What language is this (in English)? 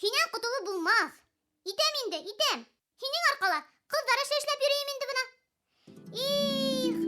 Bashkir